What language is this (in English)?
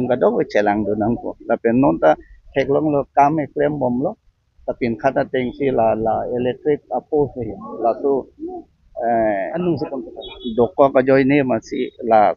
Karbi